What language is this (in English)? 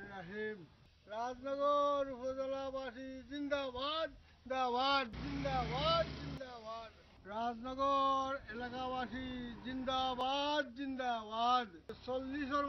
Sylheti